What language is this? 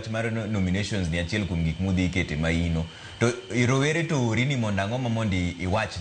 Luo (Kenya and Tanzania)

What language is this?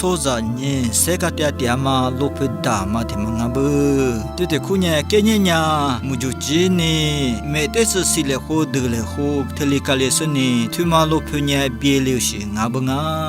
Lisu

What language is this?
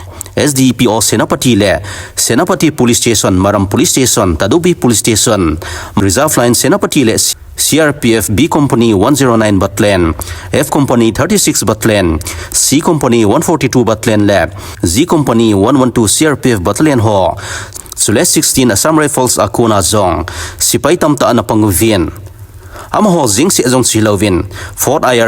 Thado Chin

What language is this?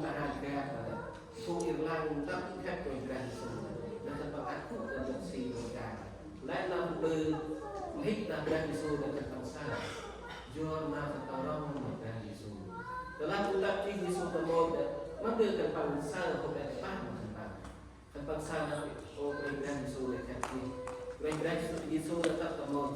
Central Mnong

